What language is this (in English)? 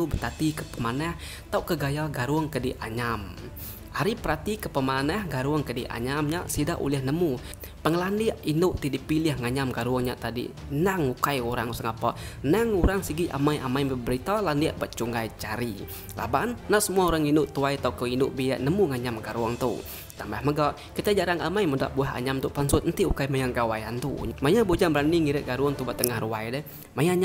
Iban